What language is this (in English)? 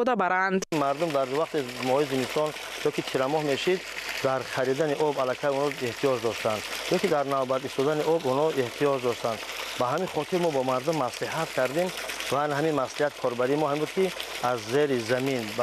Tajik